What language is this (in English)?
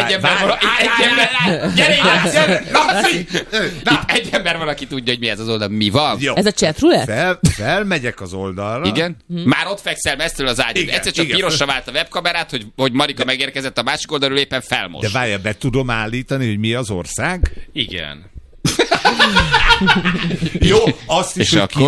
Hungarian